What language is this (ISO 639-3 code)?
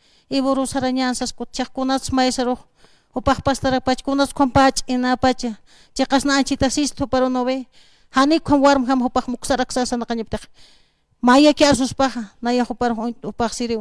aym